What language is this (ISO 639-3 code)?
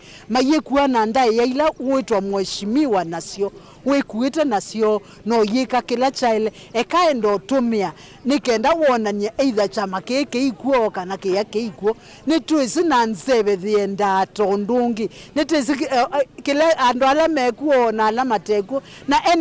kam